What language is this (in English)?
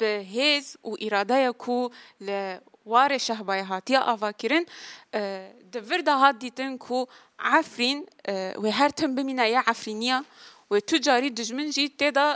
Kurdish